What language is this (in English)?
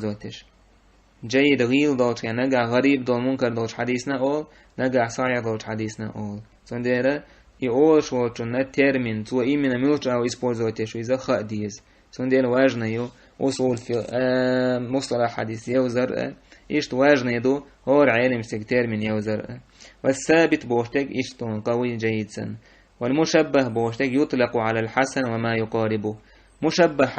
Chechen